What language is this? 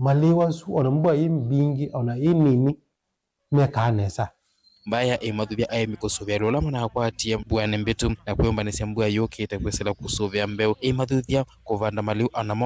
Kamba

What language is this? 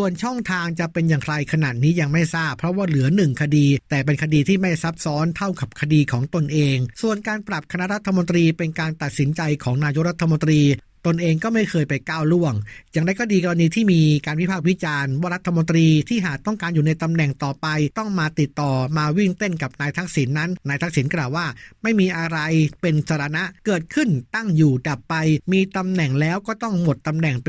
Thai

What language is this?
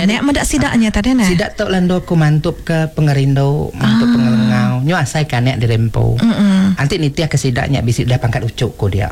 Iban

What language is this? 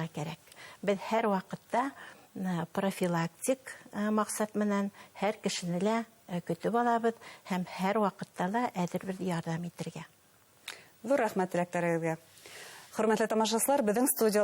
Bashkir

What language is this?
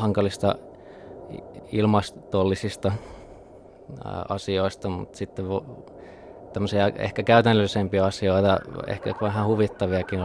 Finnish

